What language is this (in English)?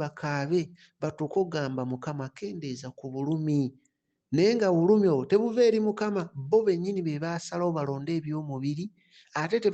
Ganda